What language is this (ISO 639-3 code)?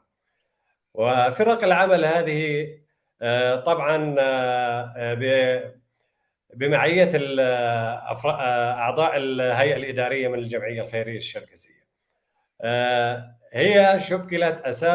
apc